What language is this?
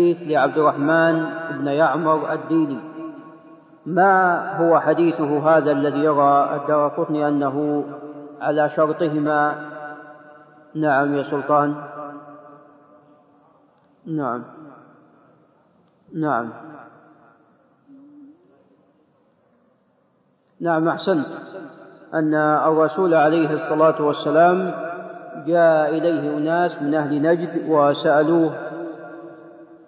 Arabic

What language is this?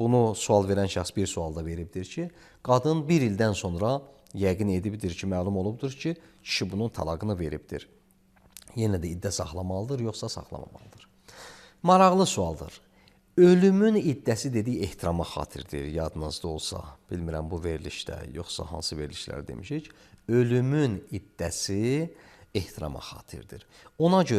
Azerbaijani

